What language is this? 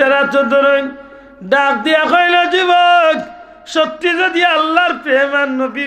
Sylheti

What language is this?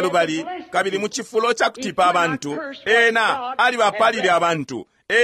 Bemba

